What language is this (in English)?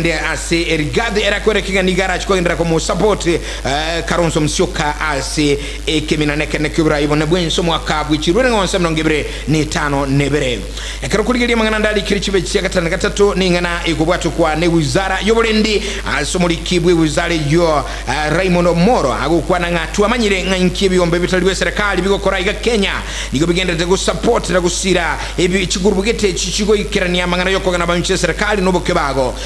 Gusii